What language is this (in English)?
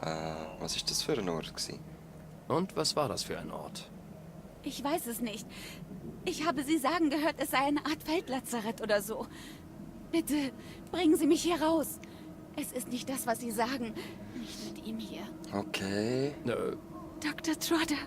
Swiss German